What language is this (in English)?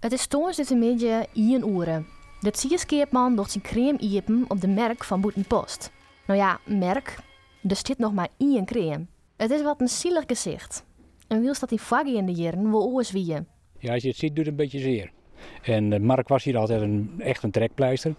Western Frisian